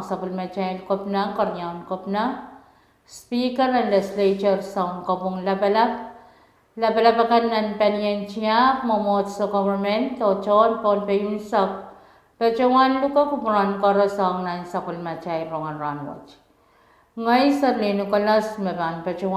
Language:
Pohnpeian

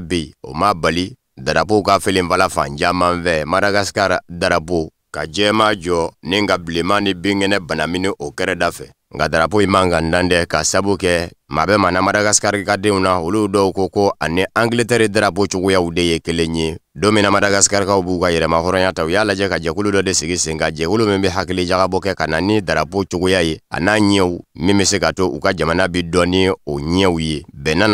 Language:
Bambara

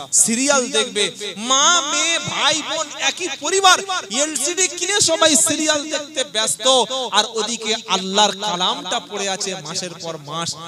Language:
Bangla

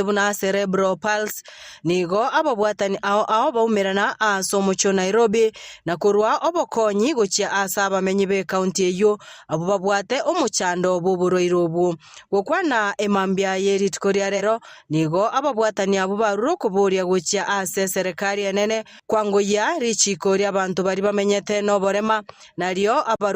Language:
Gusii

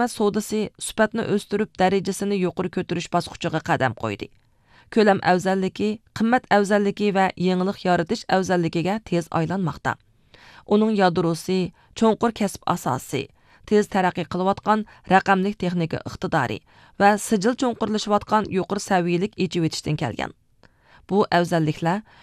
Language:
Uyghur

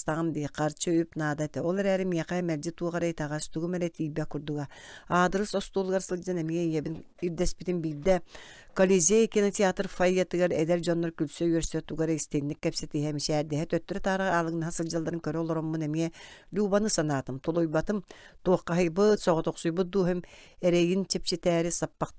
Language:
Yakut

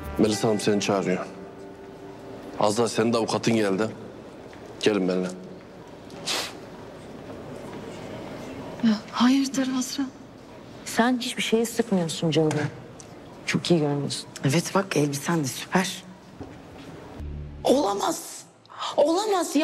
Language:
Turkish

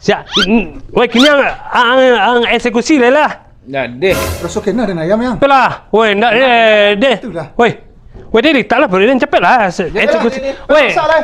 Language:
Minangkabau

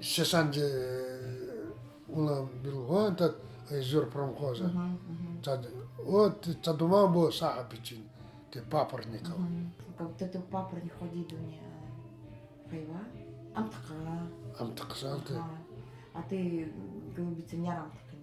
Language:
Nanai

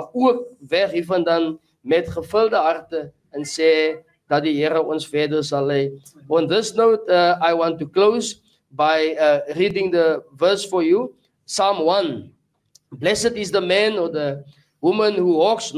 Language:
Afrikaans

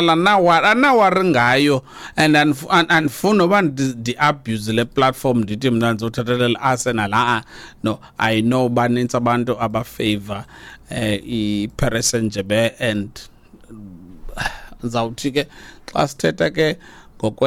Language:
Xhosa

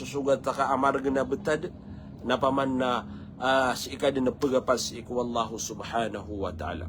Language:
Maranao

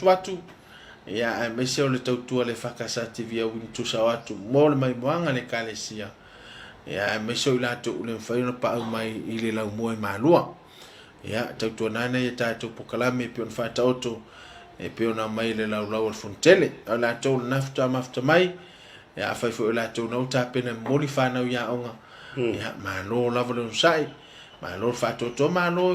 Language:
Samoan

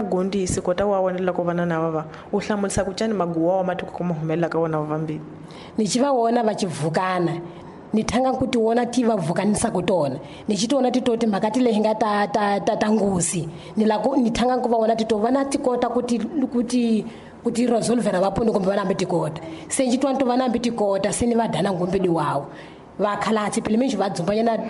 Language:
Tsonga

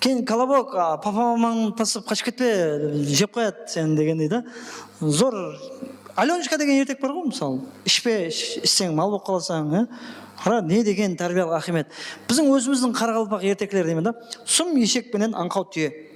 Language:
Kara-Kalpak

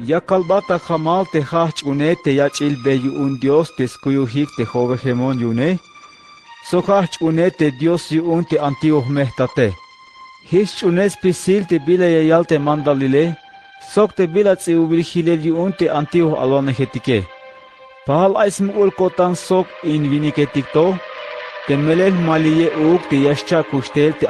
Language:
Tzeltal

